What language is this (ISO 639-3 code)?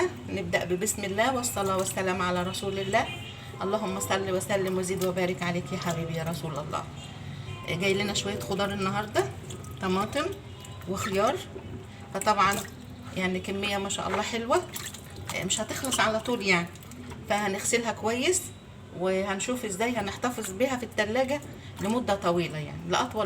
arz